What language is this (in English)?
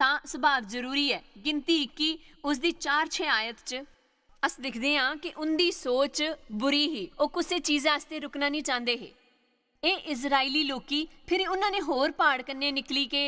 Dogri